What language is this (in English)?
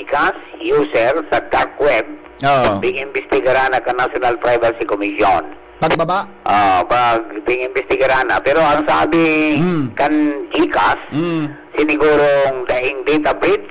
Bikol